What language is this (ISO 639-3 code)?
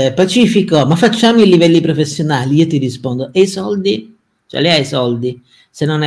ita